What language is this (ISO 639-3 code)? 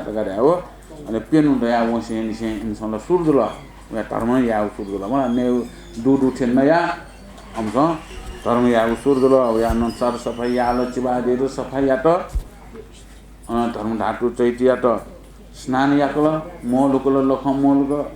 new